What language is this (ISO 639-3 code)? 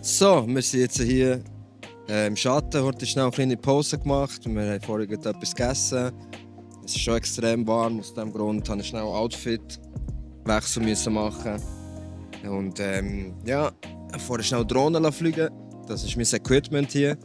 gsw